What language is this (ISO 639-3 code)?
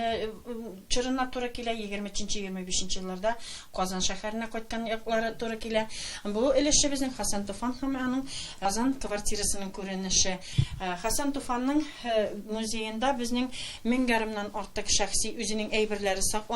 tat